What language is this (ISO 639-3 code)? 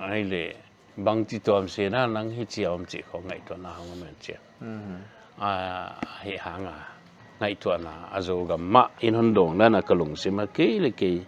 pck